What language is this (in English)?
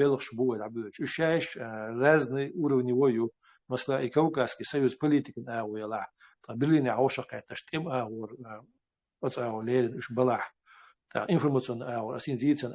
Chechen